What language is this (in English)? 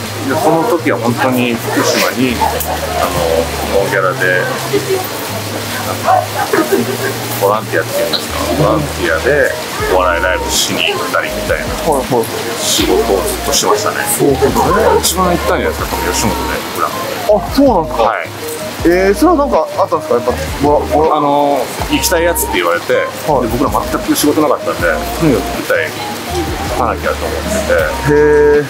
Japanese